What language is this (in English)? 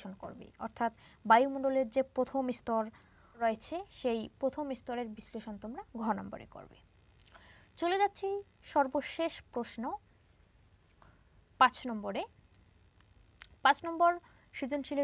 Bangla